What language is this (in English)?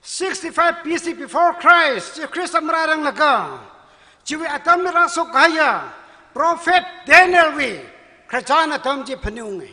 Tangkhul Naga (India)